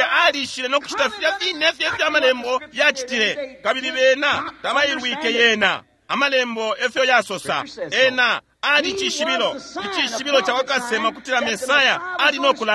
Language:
Bemba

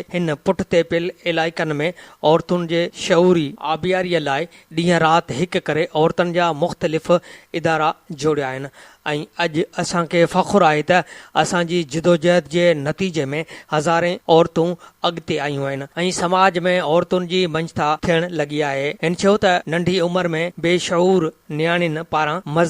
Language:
Sindhi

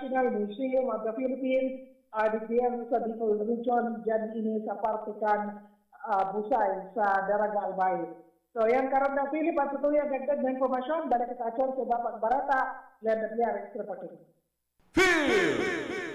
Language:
Bikol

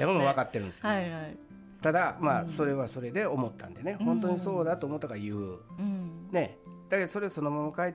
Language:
Japanese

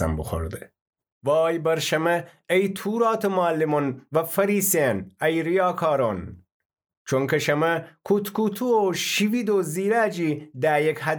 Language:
Gilaki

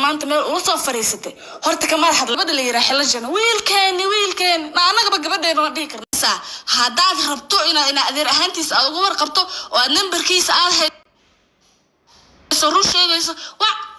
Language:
Somali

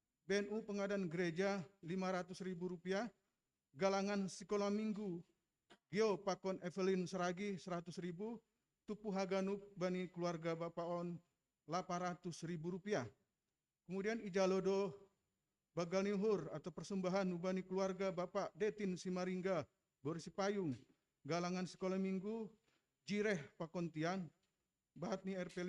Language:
Batak Simalungun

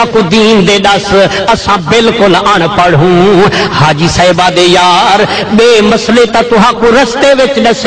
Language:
Saraiki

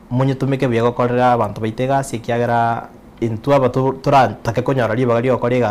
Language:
Gusii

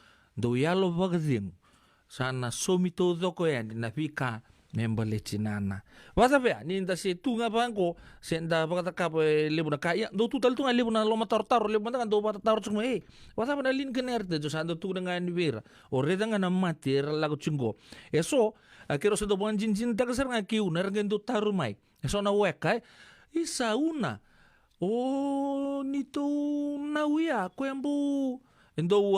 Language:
Fijian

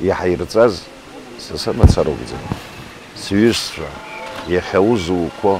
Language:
Abkhazian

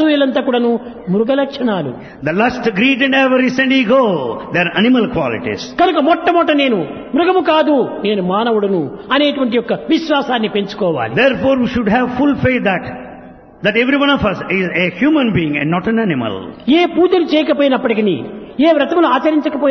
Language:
Telugu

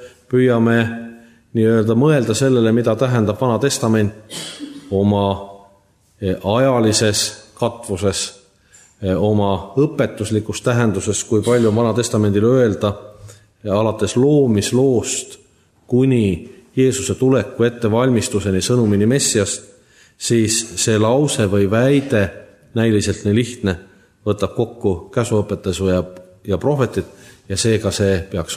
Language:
Estonian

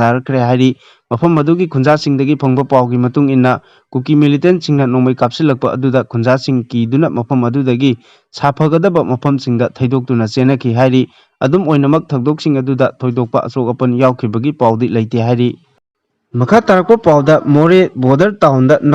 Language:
Manipuri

